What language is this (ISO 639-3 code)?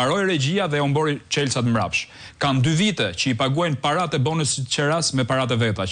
sqi